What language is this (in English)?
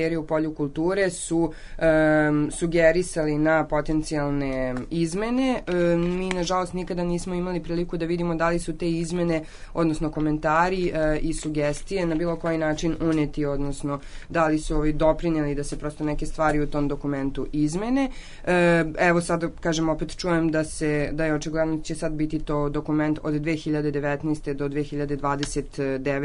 Serbian